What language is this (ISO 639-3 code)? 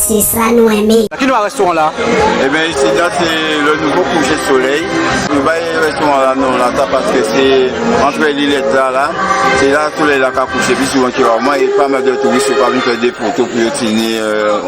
gcf